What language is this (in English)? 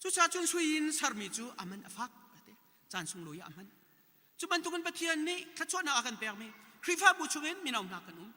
Hakha Chin